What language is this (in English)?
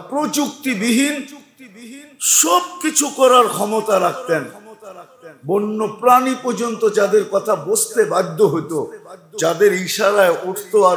Bangla